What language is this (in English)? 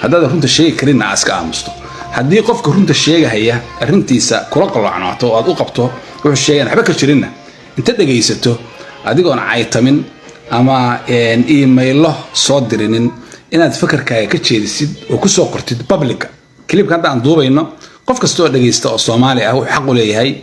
Somali